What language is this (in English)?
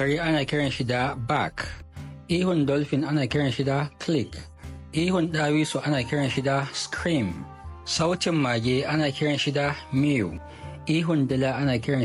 Hausa